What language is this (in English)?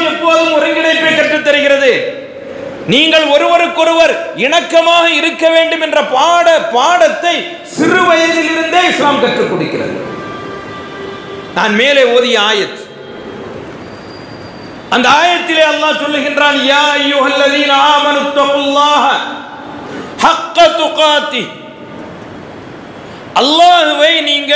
Tamil